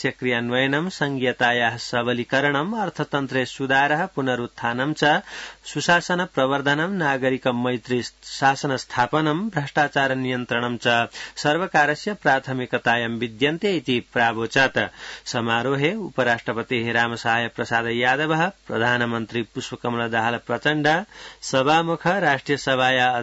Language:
Sanskrit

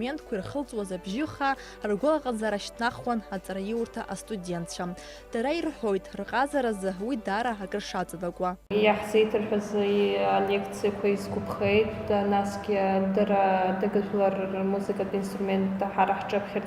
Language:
Abkhazian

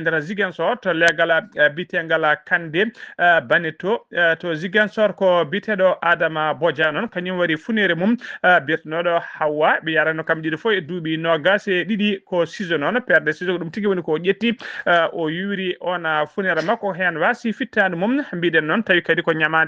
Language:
Fula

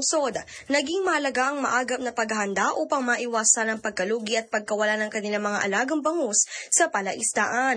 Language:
Filipino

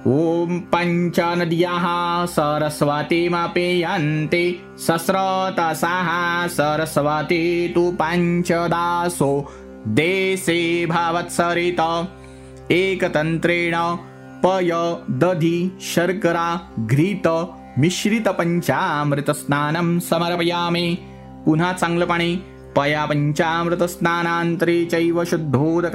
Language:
Marathi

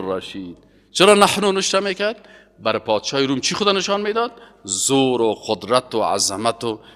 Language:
Persian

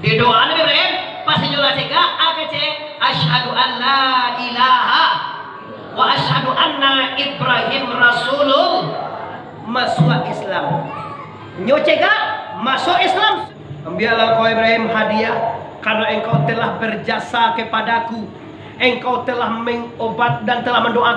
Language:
Minangkabau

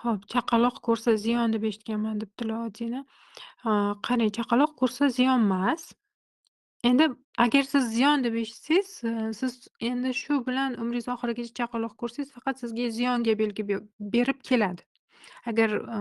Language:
Uzbek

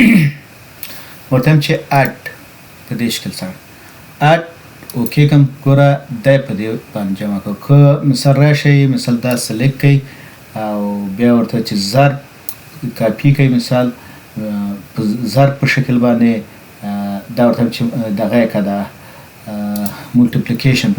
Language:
Pashto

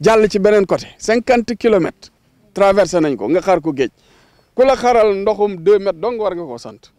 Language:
Wolof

